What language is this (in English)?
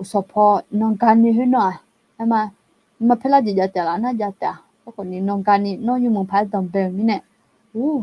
Akha